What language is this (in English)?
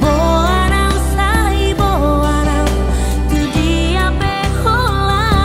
Batak Toba